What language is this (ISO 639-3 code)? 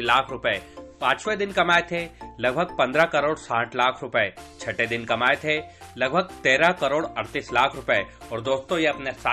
hin